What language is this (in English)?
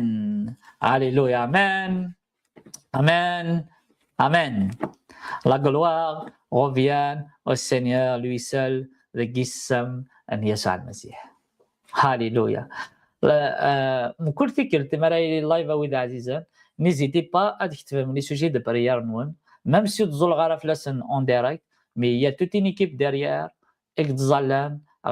Kabyle